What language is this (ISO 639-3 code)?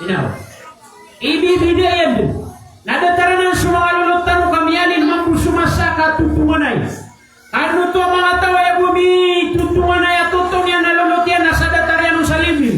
mrw